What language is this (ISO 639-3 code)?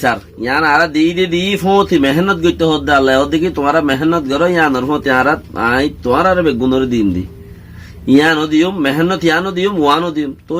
rhg